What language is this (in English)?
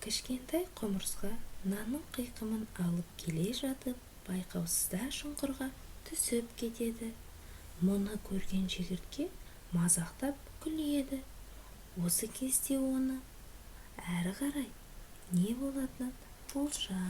Kazakh